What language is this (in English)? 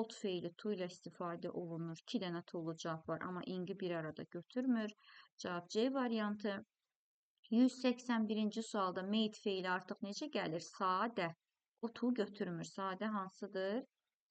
Azerbaijani